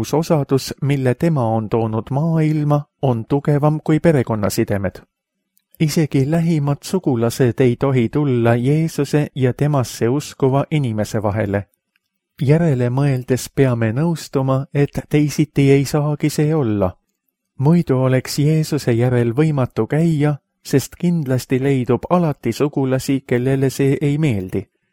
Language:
Estonian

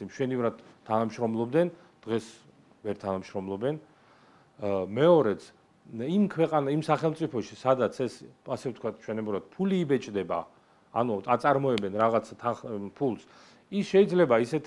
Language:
Georgian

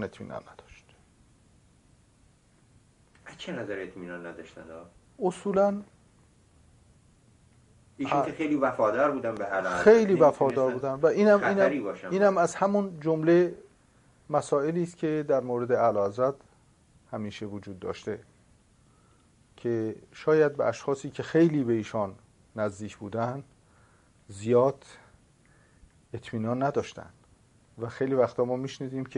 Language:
Persian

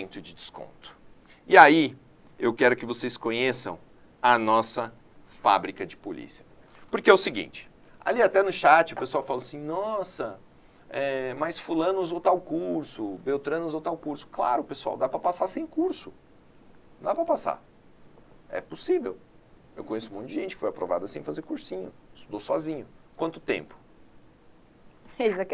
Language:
Portuguese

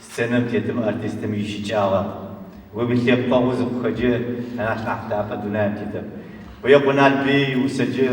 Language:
Adyghe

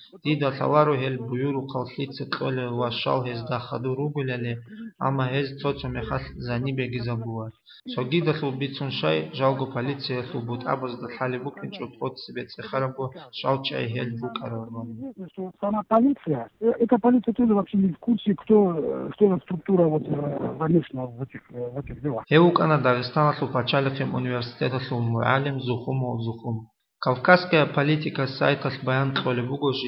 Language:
Avaric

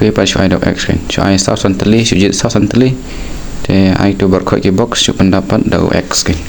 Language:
Khasi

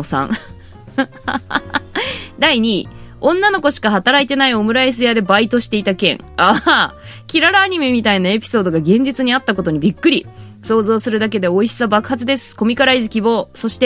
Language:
Japanese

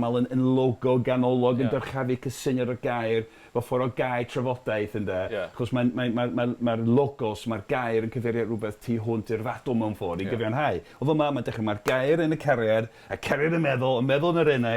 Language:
Welsh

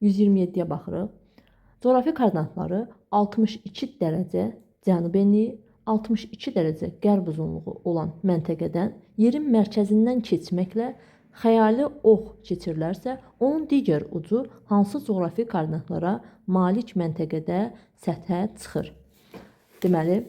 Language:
Azerbaijani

